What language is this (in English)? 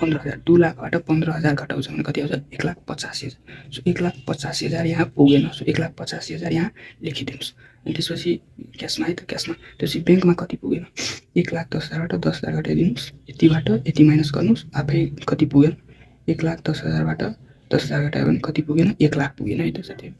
Nepali